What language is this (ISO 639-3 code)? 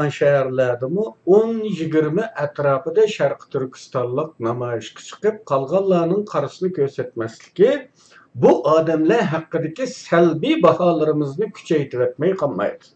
uig